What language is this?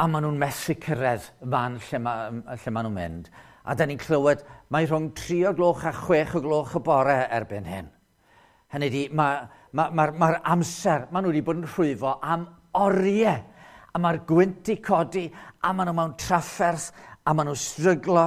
Welsh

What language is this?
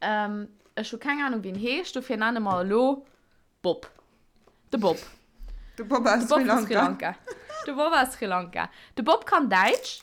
Luxembourgish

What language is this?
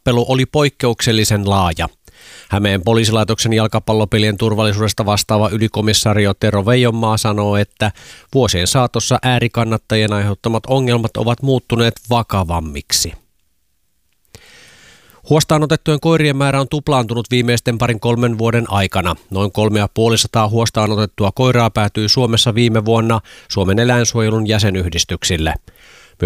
Finnish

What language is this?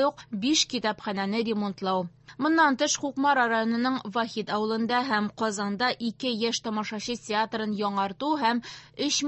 Tatar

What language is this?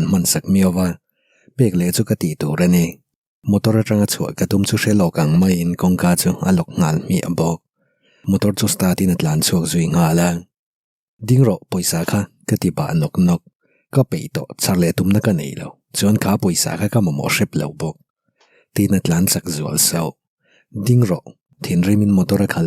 Mizo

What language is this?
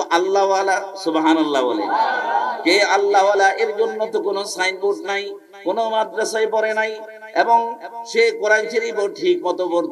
Bangla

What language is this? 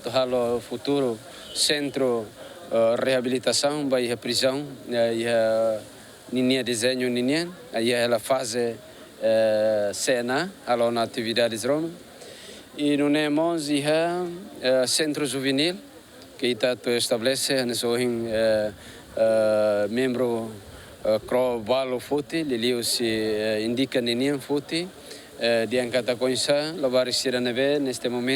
Tetum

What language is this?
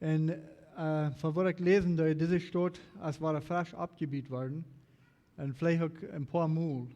Plautdietsch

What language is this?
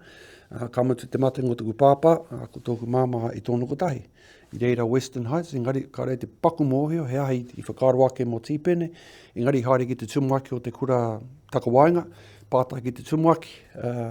Māori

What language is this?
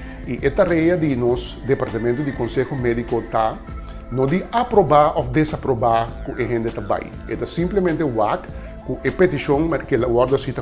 Papiamento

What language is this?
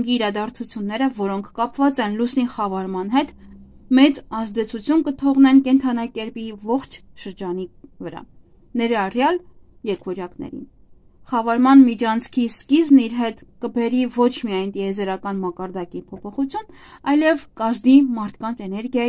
Armenian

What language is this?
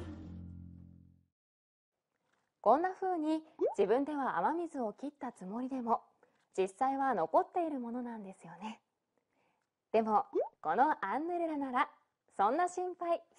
Japanese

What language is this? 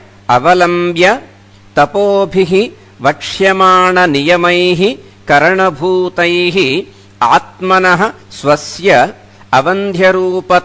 Sanskrit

